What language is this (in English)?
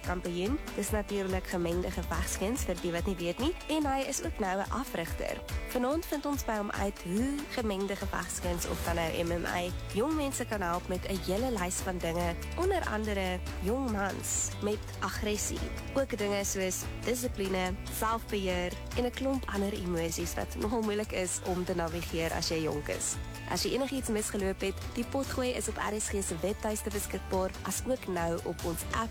Afrikaans